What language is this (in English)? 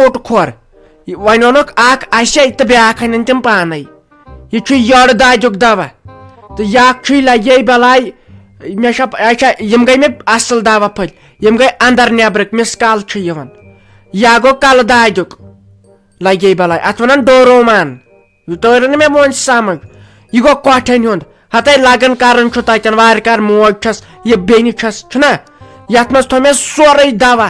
Kashmiri